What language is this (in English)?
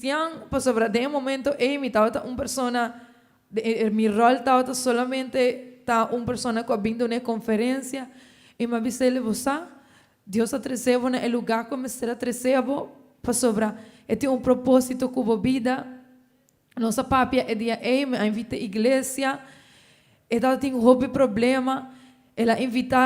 Papiamento